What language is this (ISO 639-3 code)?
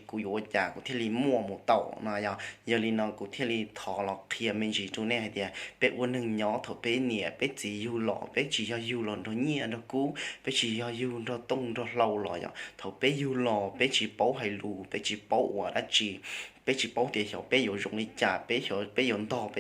hmn